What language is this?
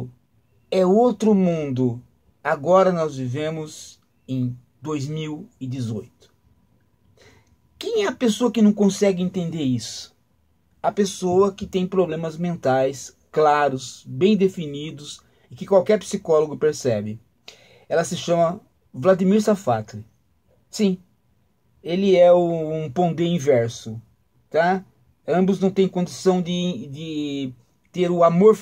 Portuguese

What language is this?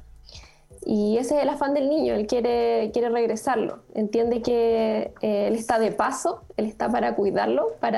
Spanish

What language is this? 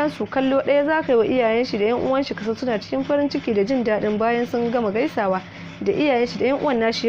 Hausa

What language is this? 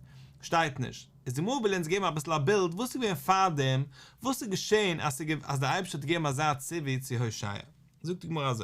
Yiddish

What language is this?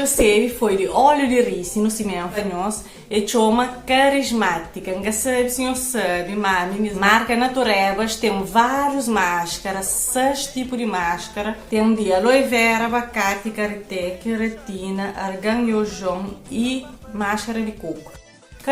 Kabuverdianu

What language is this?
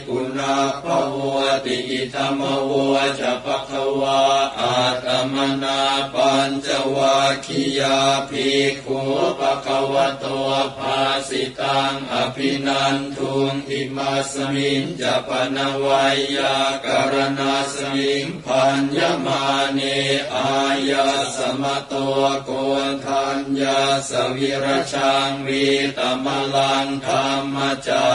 Pali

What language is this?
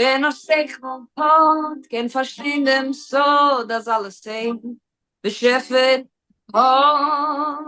Yiddish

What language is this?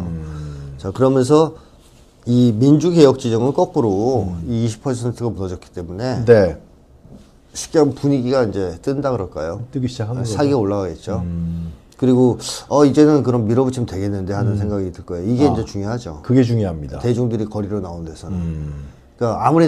Korean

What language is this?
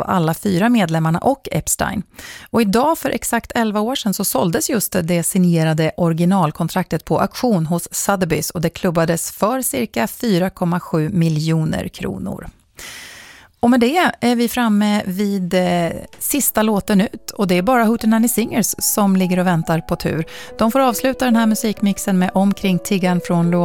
Swedish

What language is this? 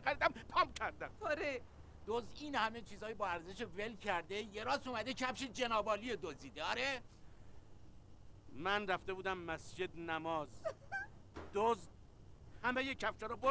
Persian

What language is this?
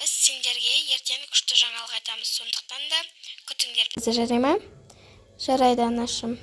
Kazakh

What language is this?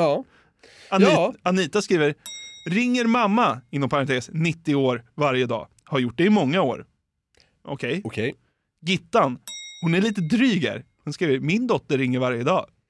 Swedish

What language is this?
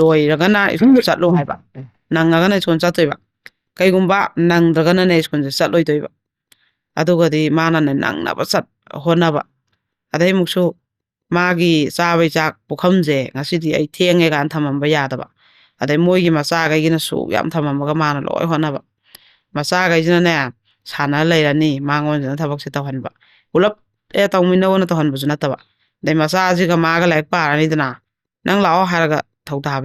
Manipuri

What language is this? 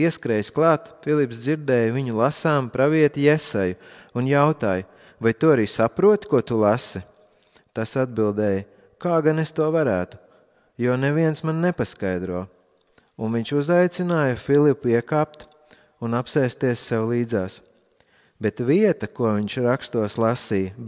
Latvian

